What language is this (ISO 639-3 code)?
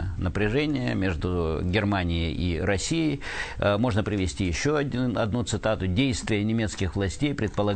rus